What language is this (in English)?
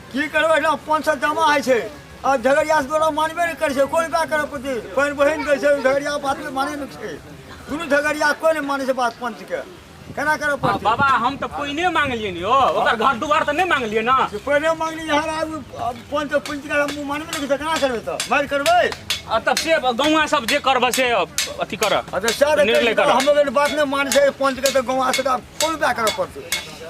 Maithili